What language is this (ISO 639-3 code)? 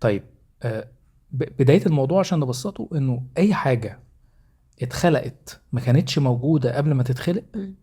arz